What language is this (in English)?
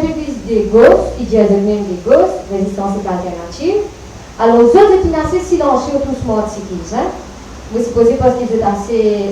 Morisyen